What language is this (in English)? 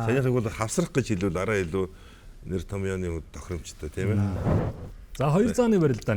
Mongolian